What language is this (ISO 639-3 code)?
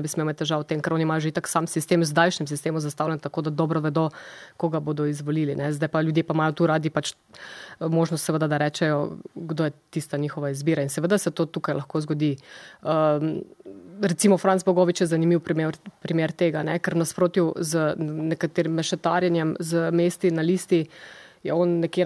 slv